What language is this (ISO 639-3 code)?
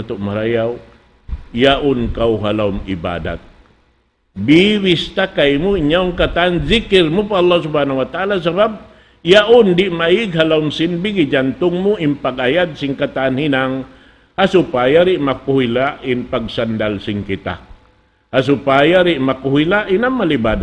tsg